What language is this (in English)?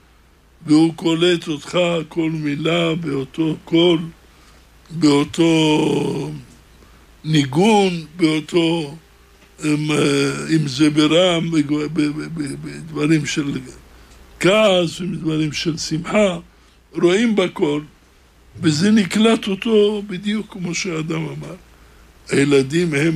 Hebrew